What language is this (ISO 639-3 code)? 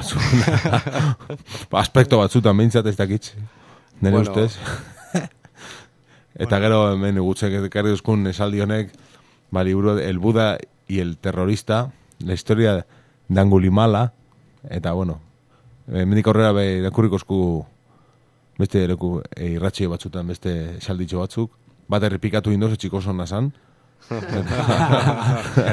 eus